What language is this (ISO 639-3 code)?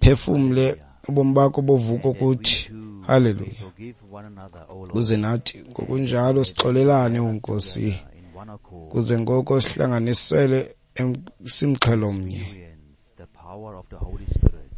xho